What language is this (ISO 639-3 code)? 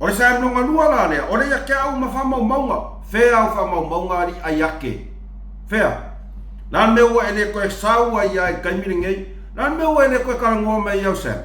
smo